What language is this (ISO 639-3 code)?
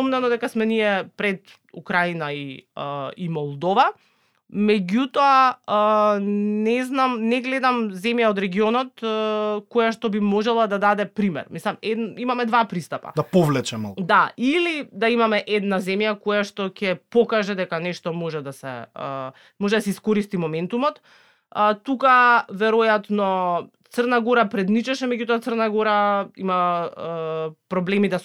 mkd